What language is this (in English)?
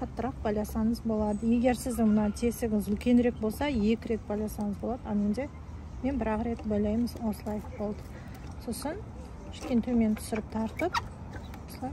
Kazakh